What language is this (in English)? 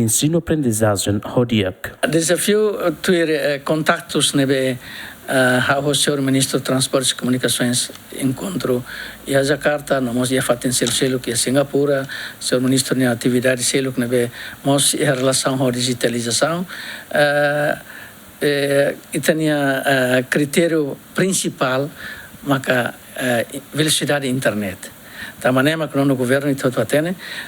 Tetum